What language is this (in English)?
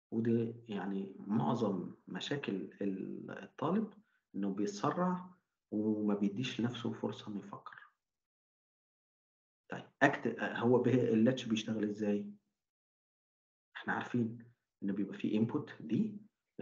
Egyptian Arabic